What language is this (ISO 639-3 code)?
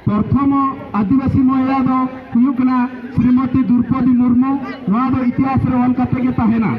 sat